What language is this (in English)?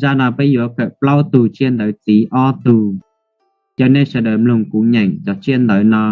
Hmong